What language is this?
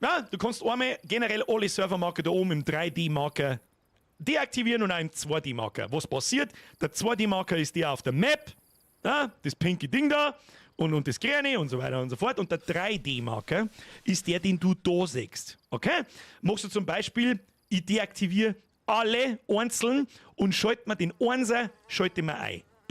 Bavarian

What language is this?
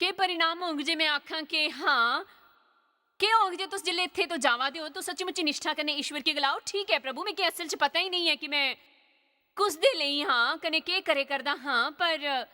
Dogri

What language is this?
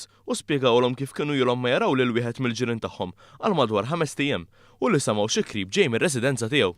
Maltese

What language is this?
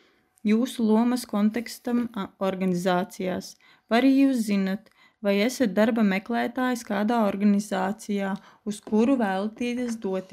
Latvian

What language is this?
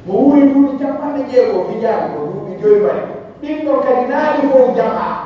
Pular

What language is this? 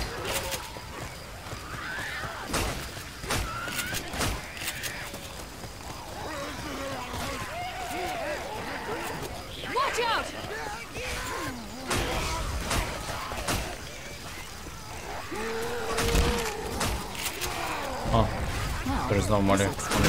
English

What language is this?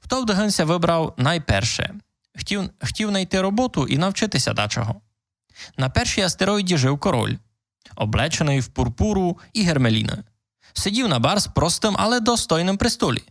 Rusyn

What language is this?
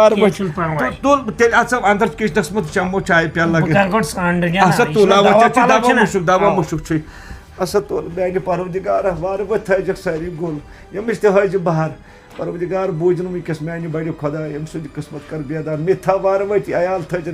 Kashmiri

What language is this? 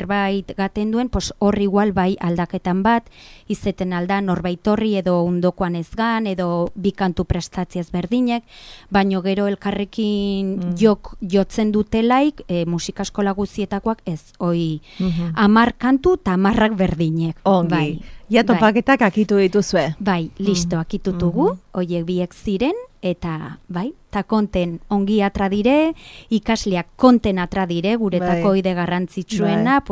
Basque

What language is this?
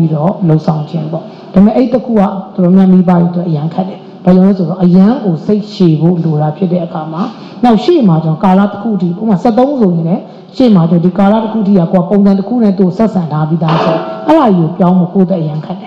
Burmese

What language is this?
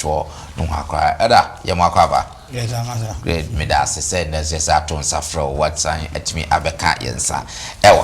Akan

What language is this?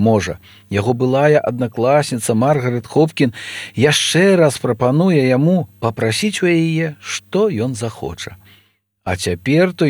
Belarusian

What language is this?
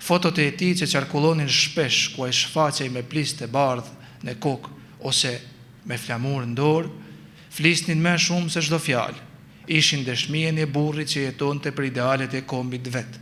Albanian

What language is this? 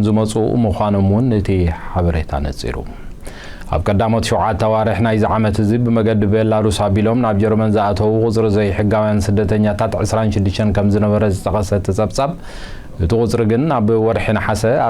Tigrinya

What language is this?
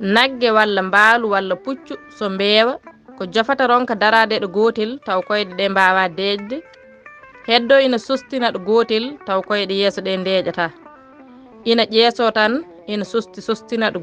Fula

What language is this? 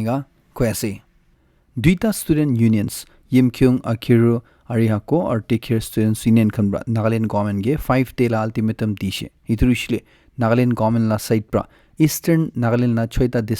Naga Pidgin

